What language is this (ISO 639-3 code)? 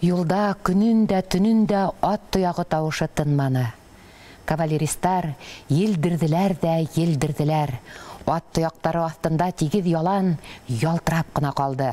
bak